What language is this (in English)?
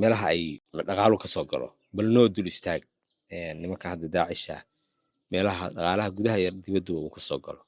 Somali